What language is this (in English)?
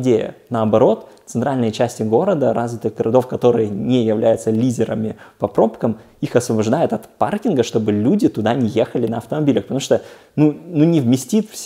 Russian